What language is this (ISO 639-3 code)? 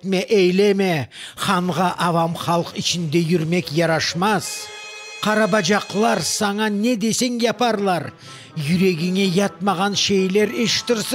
crh